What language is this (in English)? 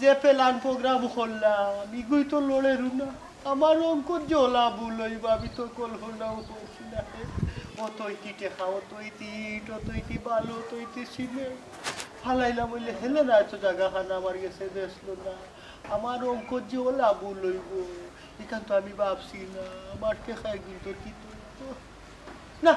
Sylheti